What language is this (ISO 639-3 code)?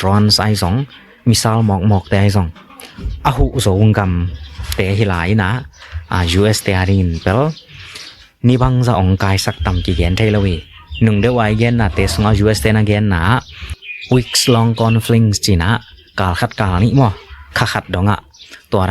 ctd